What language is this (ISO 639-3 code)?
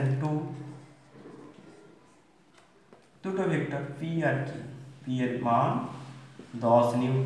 ben